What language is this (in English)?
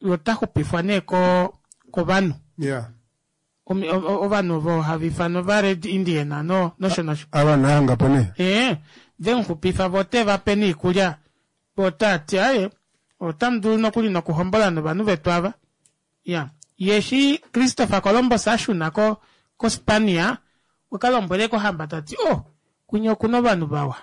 Kuanyama